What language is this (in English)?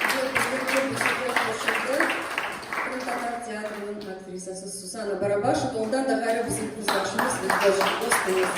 Crimean Tatar